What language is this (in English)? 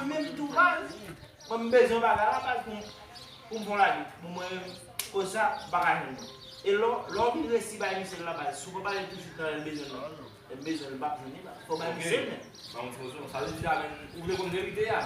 Haitian Creole